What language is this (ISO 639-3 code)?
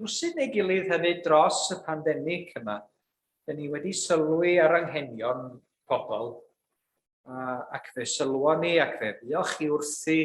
cym